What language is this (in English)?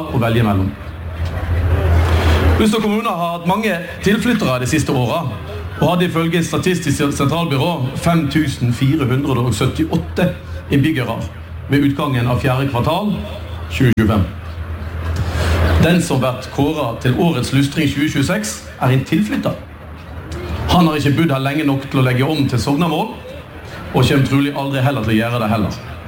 Norwegian